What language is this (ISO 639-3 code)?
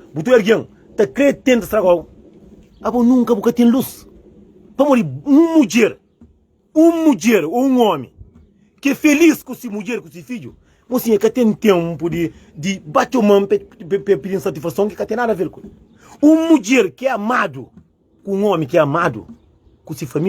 kea